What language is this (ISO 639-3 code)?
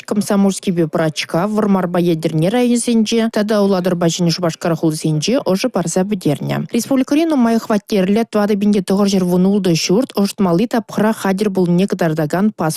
chv